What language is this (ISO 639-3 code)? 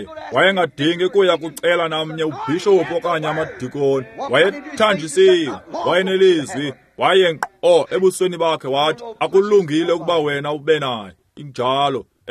xho